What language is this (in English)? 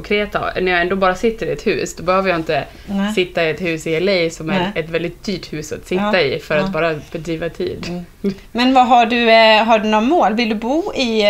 Swedish